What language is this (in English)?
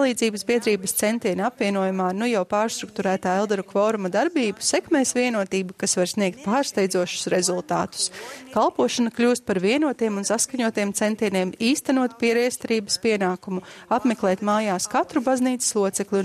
Latvian